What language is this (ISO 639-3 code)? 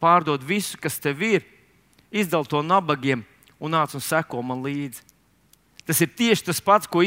lav